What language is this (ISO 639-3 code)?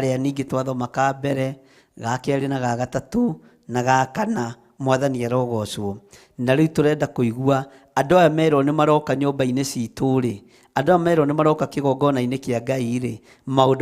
kik